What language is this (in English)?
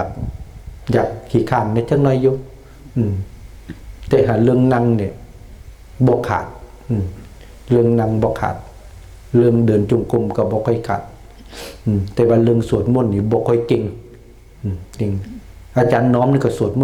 Lao